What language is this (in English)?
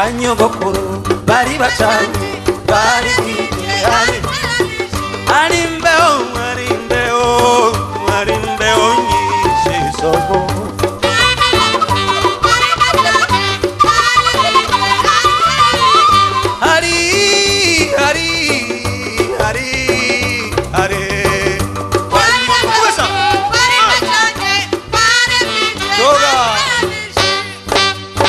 Kinyarwanda